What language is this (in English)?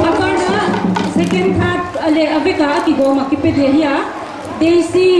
Paite Chin